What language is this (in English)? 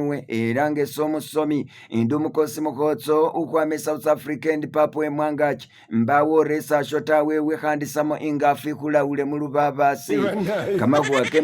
Masaaba